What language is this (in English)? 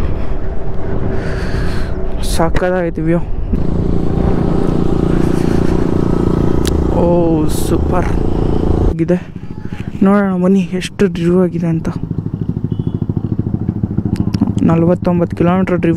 Kannada